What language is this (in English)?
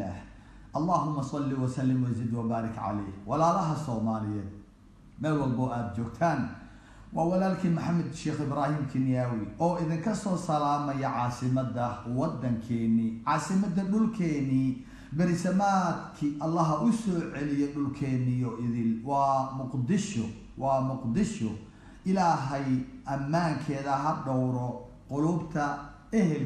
Somali